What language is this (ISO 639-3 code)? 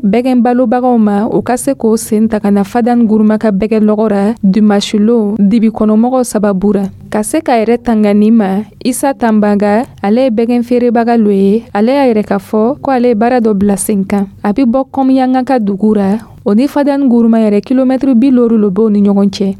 dyu